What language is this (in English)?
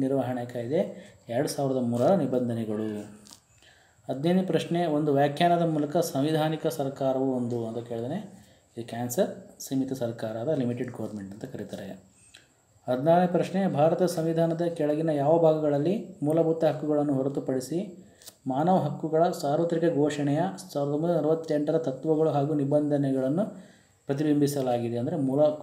Kannada